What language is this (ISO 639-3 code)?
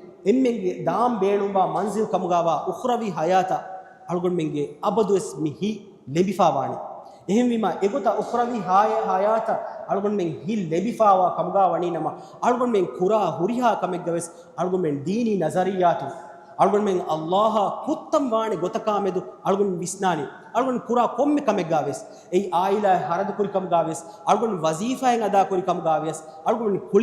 div